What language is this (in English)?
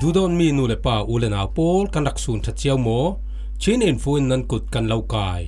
Falam Chin